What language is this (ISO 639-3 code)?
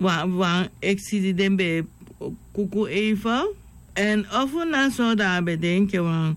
srn